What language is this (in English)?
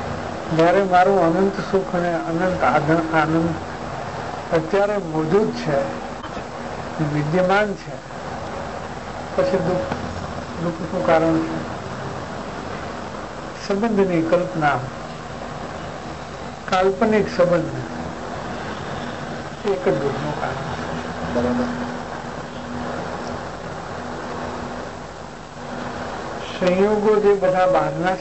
Gujarati